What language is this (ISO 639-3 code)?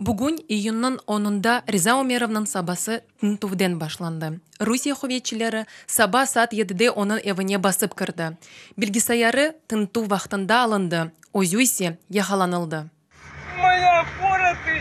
crh